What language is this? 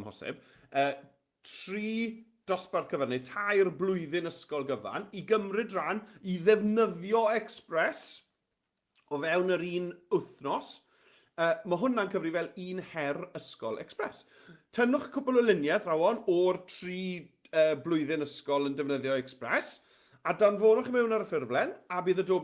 Welsh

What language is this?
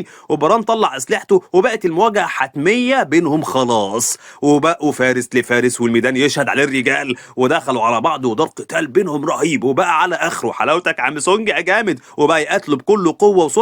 Egyptian Arabic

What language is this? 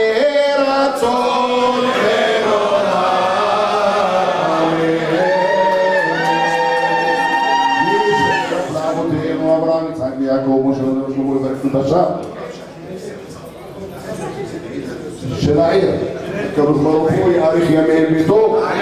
Hebrew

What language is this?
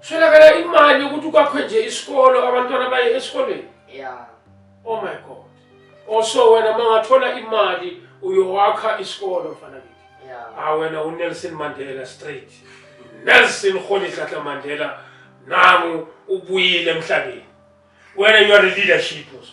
Zulu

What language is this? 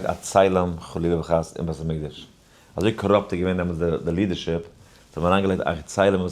Yiddish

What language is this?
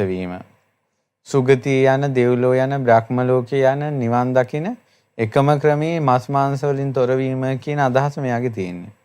Sinhala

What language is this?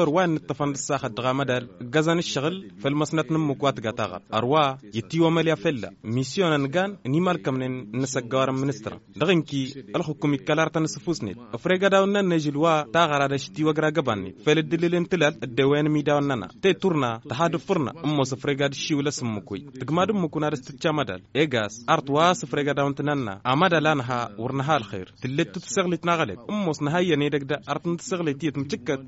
Tamasheq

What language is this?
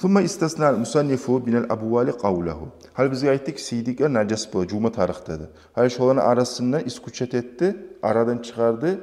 Kumyk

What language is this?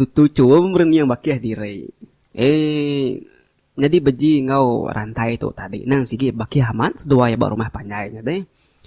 Iban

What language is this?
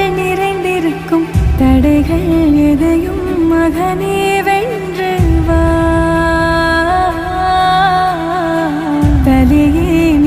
Tamil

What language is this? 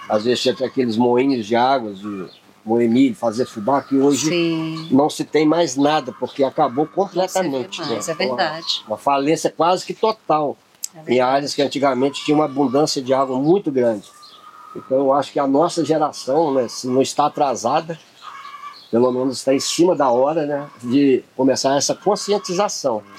Portuguese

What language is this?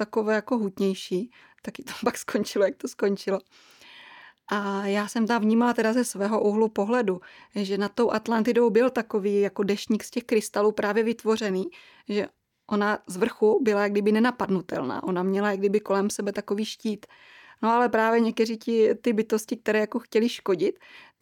Czech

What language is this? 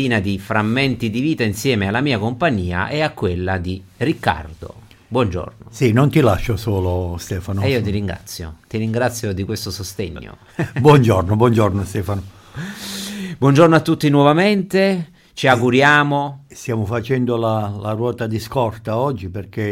Italian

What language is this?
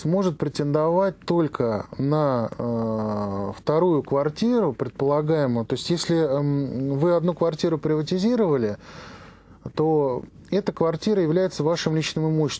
Russian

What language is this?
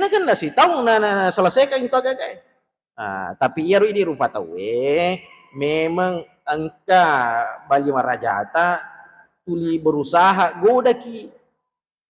Buginese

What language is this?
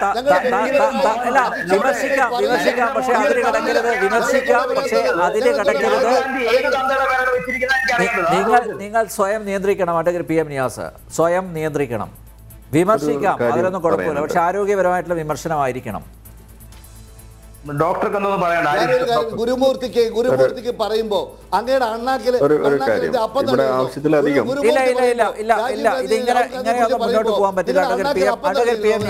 Malayalam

